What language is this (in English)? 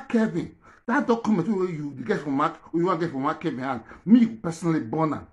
Nigerian Pidgin